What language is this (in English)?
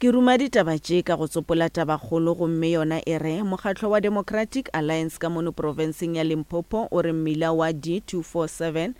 Northern Sotho